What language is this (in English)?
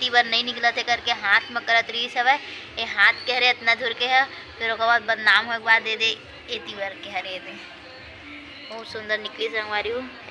Chhattisgarhi